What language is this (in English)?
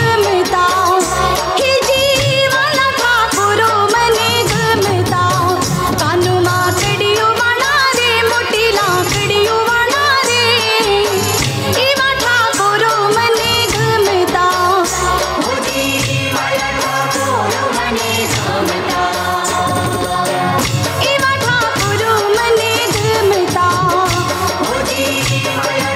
Gujarati